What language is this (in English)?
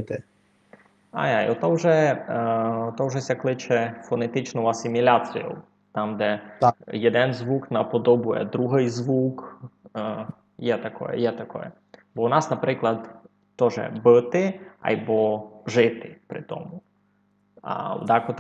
Rusyn